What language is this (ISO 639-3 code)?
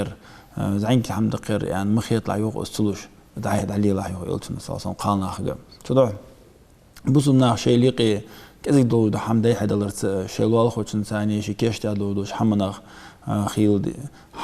inh